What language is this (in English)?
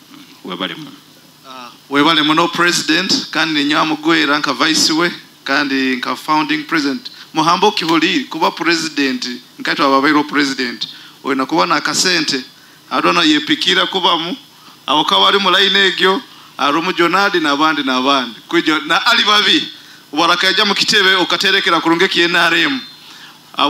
Nyoro